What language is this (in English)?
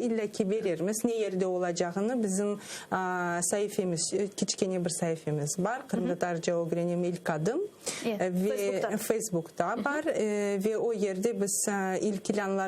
Crimean Tatar